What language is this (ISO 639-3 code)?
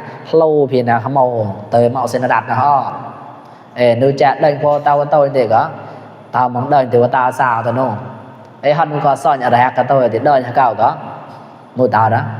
mnw